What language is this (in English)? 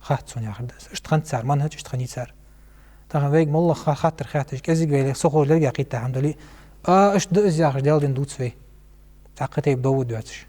Ingush